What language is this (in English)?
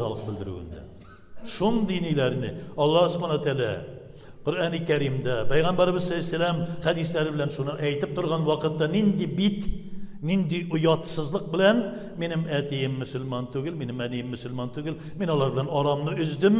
Tatar